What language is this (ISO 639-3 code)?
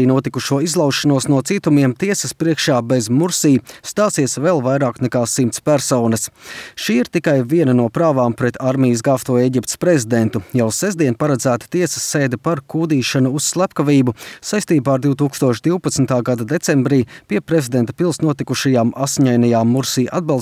lav